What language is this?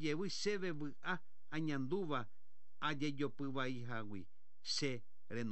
Guarani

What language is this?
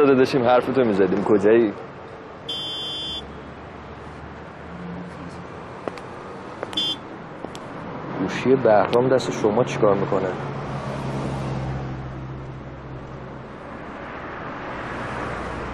Persian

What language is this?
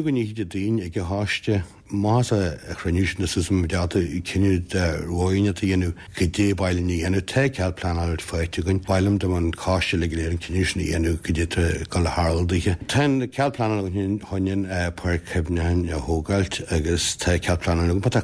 Irish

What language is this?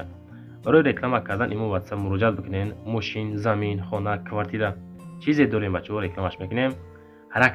Tajik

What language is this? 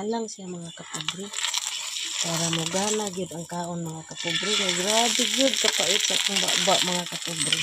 Cebuano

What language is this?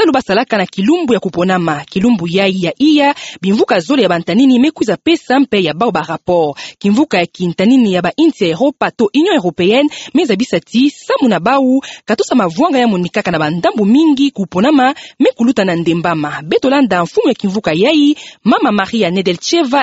Kituba (Democratic Republic of Congo)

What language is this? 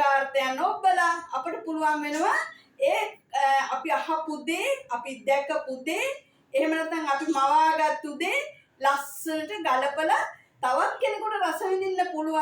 Sinhala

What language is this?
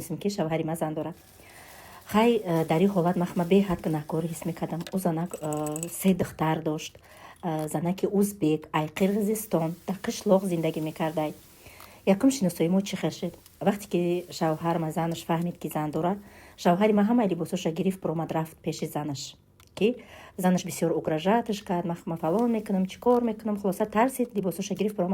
Tajik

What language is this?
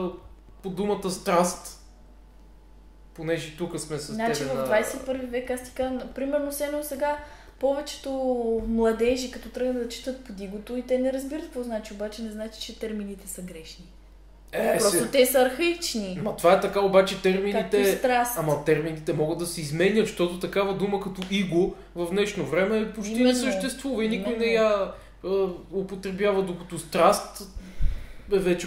Bulgarian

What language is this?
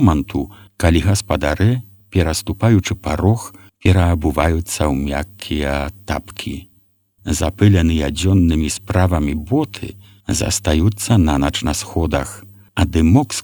Belarusian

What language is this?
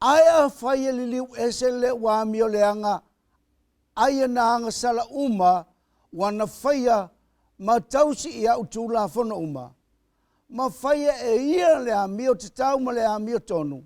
Samoan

